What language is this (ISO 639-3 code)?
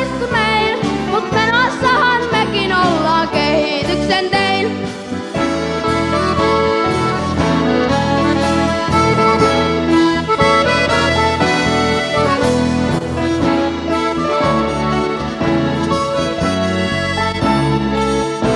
fin